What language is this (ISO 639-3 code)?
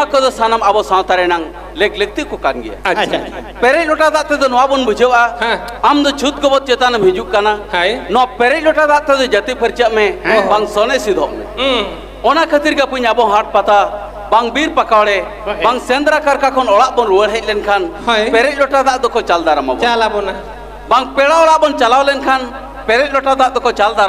sat